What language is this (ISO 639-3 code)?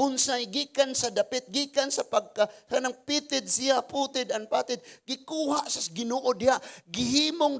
ceb